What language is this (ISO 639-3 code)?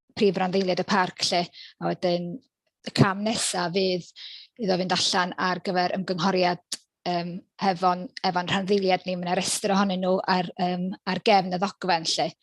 cym